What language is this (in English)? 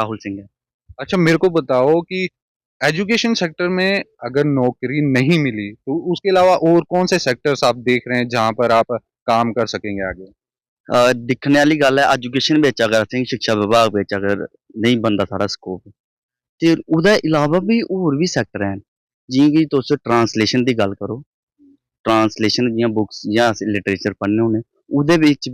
Dogri